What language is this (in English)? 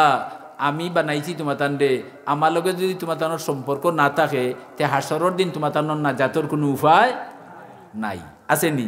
Sylheti